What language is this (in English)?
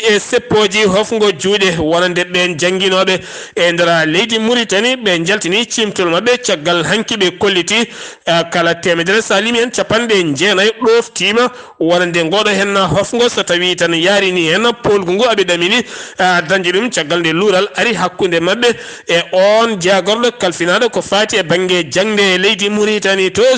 Fula